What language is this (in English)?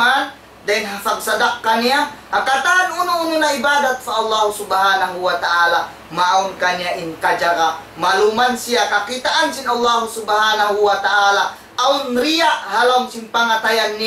Tausug